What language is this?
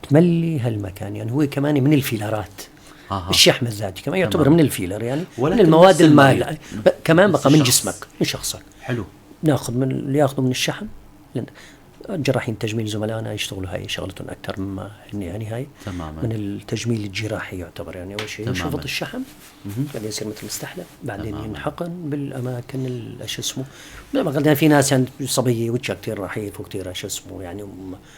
North Levantine Arabic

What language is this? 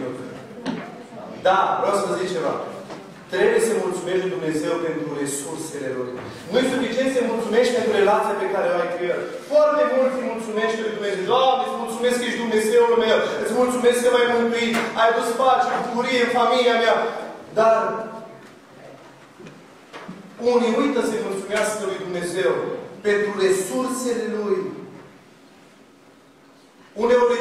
Romanian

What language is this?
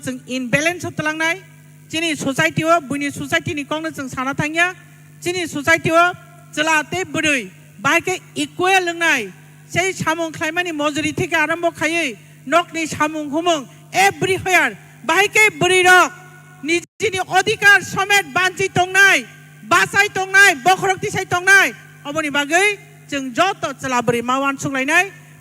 Kok Borok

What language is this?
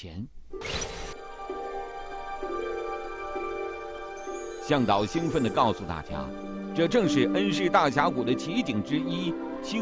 Chinese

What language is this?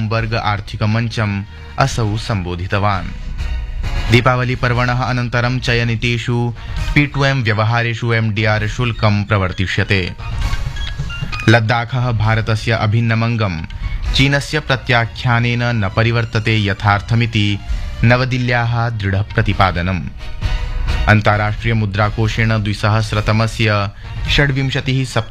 Sanskrit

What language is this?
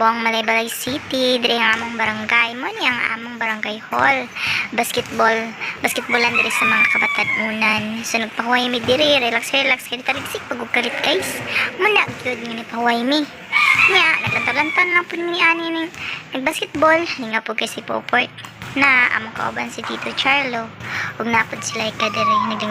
Cebuano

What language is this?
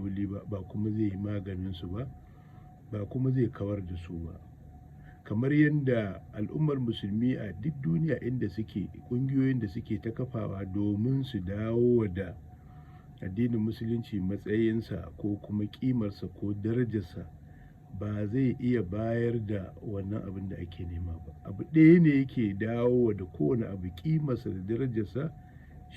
Hausa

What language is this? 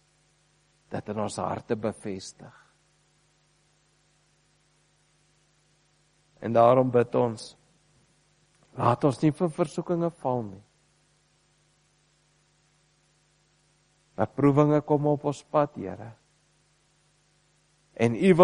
Afrikaans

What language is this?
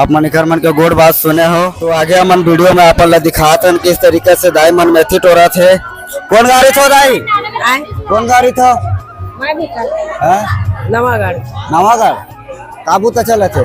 Chhattisgarhi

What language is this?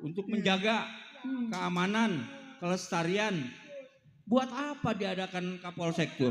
Betawi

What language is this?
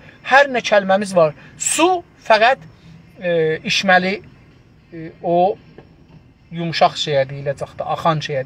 South Azerbaijani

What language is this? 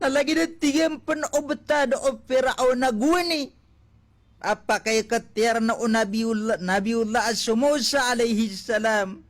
Maranao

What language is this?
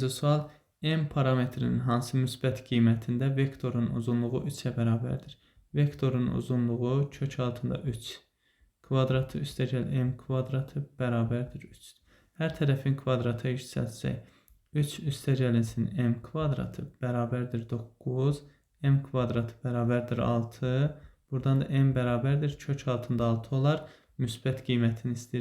Azerbaijani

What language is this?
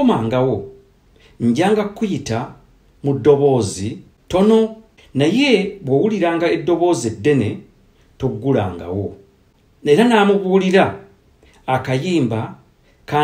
Ganda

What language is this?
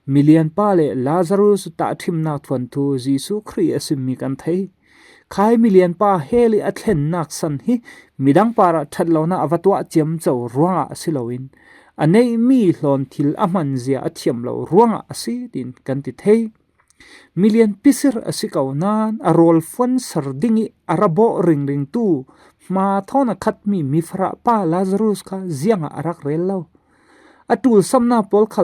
Falam Chin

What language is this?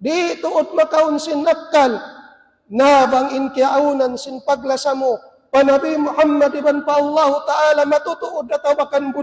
Tausug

